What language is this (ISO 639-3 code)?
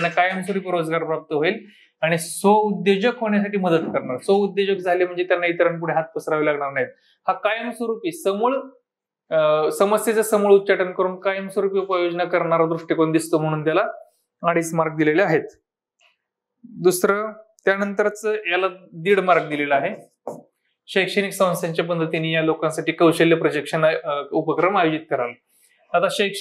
mar